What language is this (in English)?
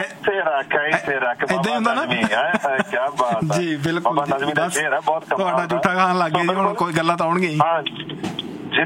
Punjabi